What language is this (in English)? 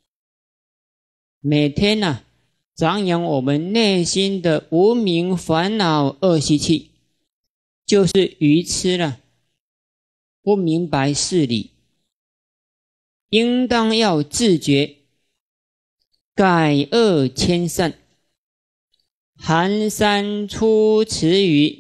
Chinese